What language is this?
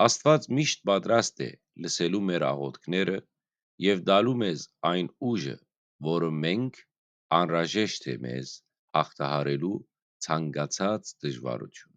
Western Armenian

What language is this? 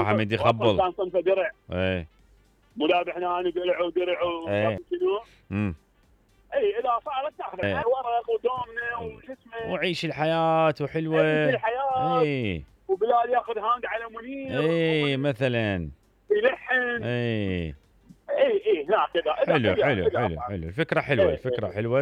Mesopotamian Arabic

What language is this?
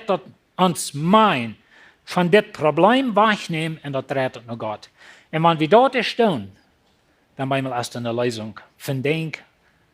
Plautdietsch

